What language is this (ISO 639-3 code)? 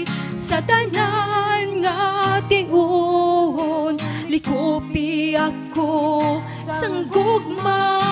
hil